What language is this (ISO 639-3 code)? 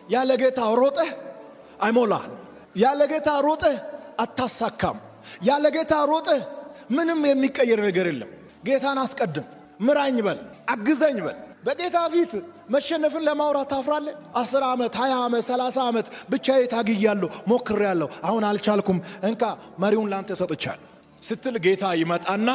amh